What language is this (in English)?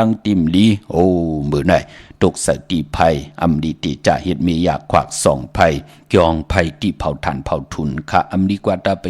Shan